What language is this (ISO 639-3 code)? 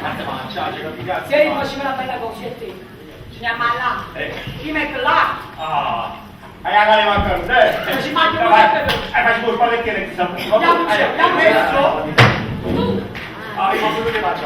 nap